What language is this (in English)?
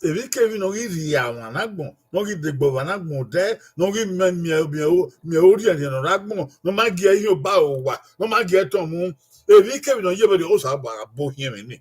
Bini